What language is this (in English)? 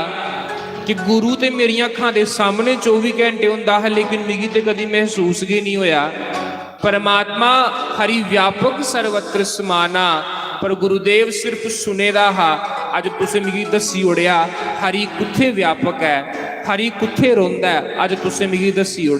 Dogri